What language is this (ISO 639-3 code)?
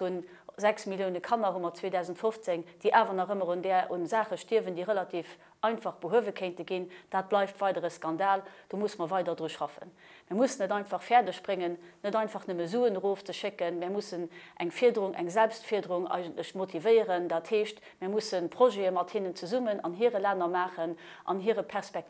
ltz